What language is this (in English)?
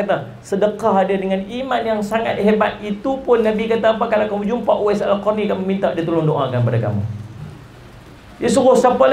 Malay